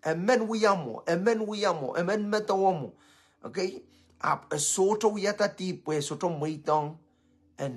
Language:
Pohnpeian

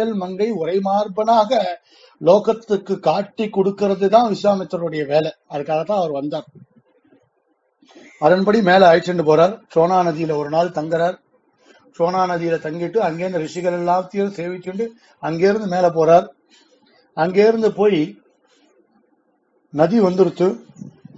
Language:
Tamil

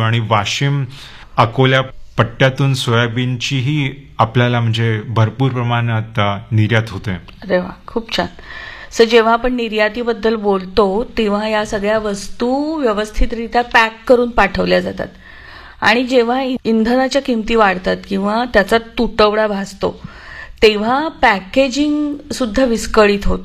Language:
Marathi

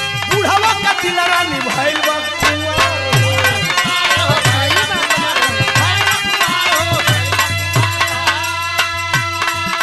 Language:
Bhojpuri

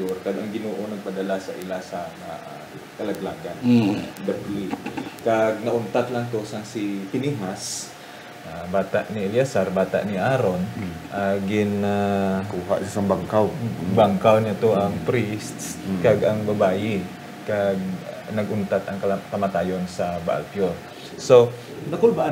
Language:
Hiligaynon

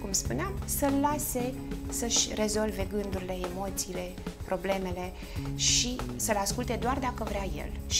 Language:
Romanian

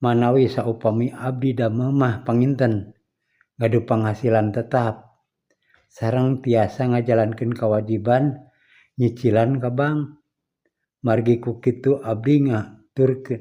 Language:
Sundanese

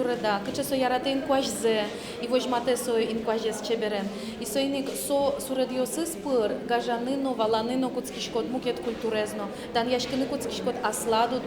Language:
Udmurt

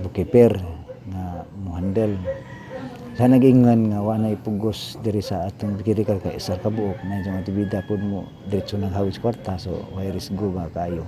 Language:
Cebuano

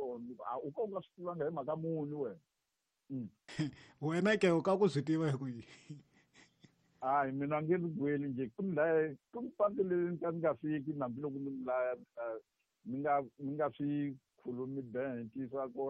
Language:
Tsonga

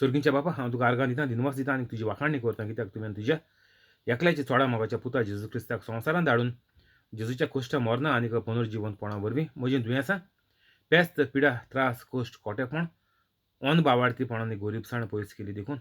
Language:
Konkani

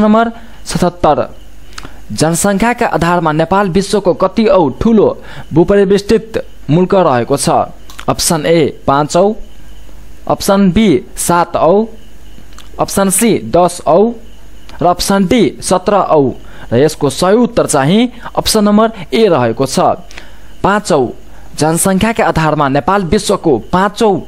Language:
Nepali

